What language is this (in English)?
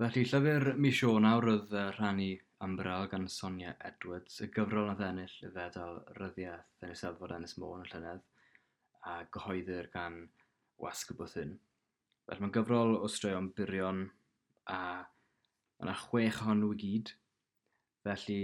Welsh